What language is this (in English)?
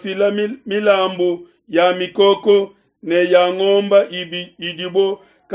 Luba-Lulua